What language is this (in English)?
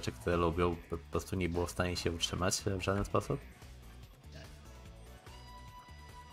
Polish